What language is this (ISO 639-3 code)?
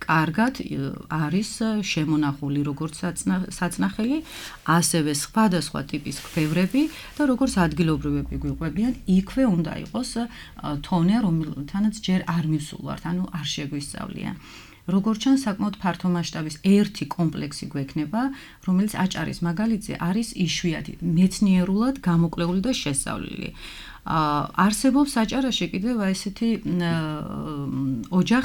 kat